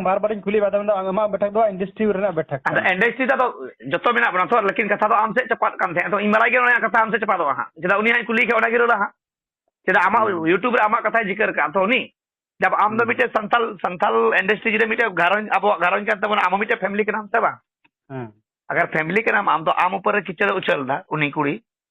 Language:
Santali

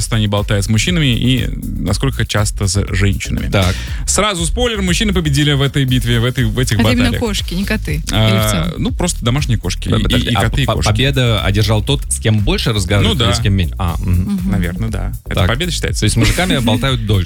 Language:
Russian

